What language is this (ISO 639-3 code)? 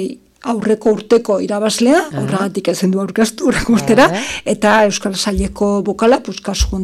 eus